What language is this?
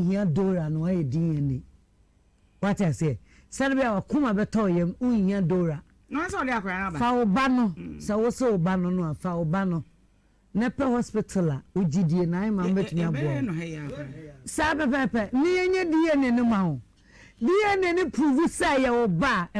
Akan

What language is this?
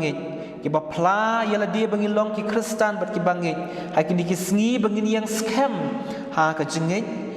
Khasi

